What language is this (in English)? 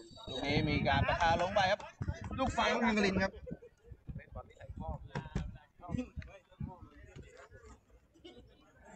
Thai